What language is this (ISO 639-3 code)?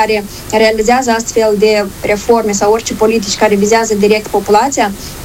ron